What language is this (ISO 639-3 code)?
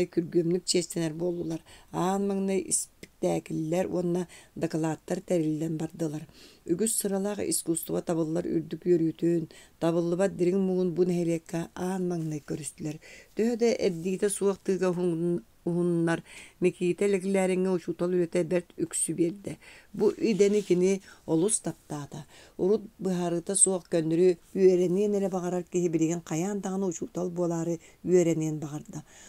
sah